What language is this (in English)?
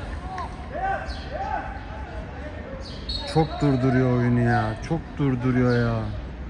Turkish